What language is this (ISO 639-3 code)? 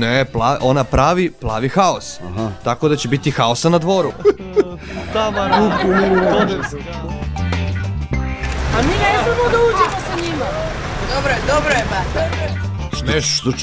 srp